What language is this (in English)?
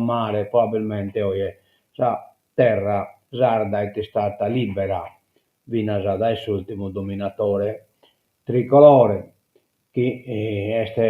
Sardinian